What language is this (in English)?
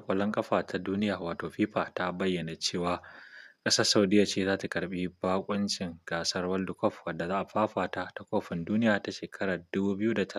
Hausa